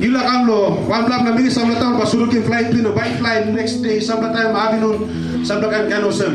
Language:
Tok Pisin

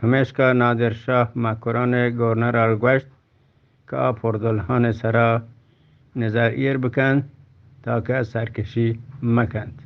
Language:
Eastern Balochi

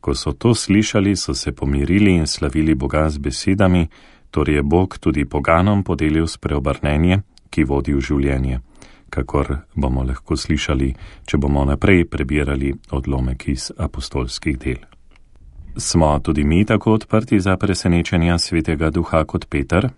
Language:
Slovenian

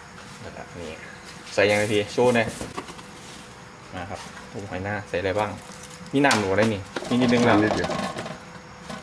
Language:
Thai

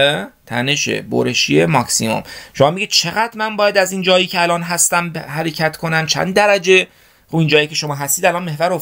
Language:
Persian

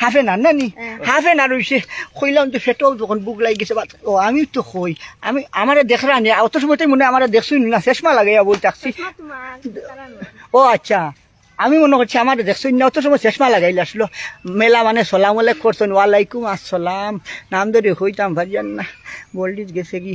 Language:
Sylheti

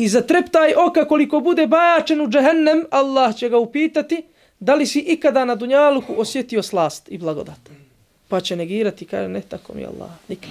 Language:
Bosnian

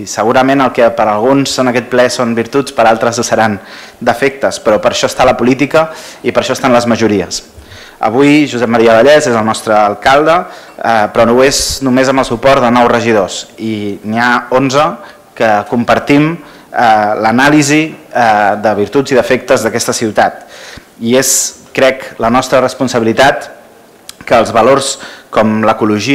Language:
Catalan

